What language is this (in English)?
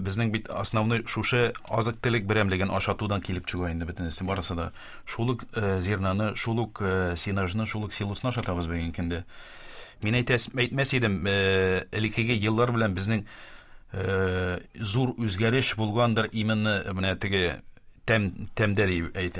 Tatar